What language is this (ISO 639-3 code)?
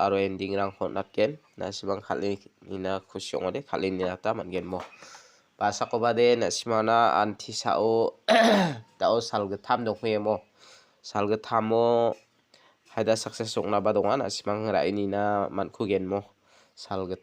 grt